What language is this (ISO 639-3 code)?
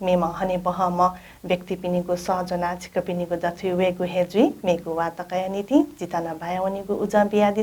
new